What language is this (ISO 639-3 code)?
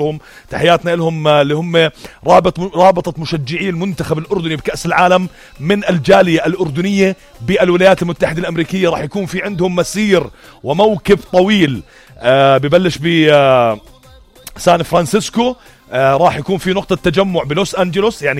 apc